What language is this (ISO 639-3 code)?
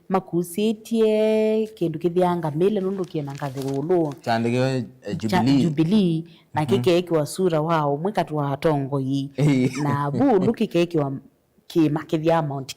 kam